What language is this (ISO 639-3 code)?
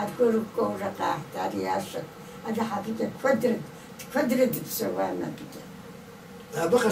kbd